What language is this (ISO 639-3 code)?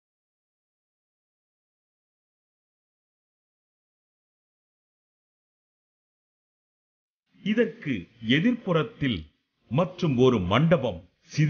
tam